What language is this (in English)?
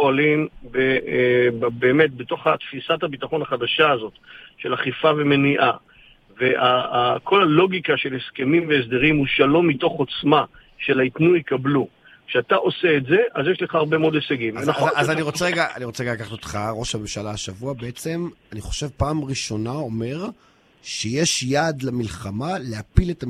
Hebrew